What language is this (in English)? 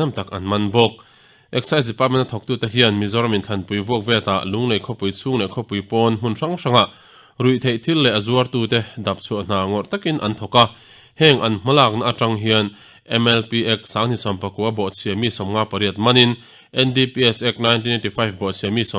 Mizo